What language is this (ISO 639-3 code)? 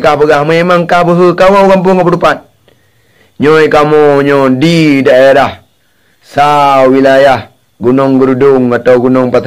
ace